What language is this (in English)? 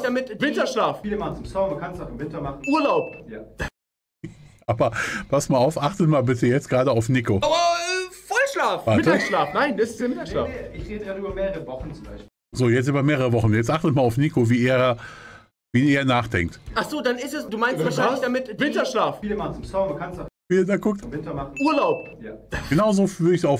German